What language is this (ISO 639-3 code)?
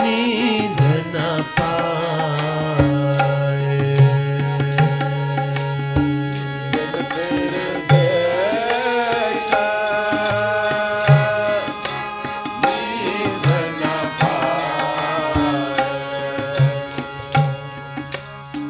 pan